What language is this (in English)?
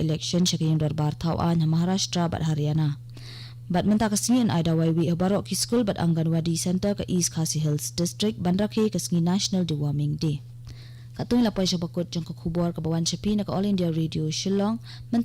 Khasi